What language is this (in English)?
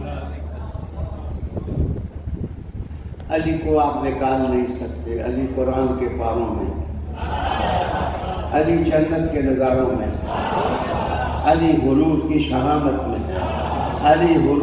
Urdu